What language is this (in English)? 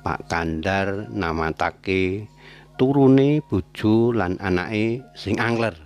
Javanese